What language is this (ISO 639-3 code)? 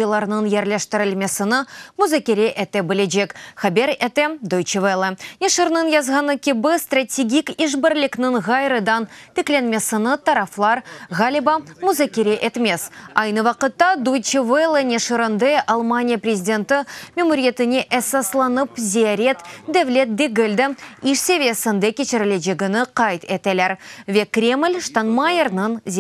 crh